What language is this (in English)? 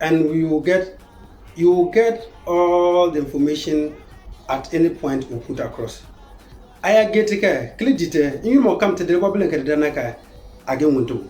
Konkomba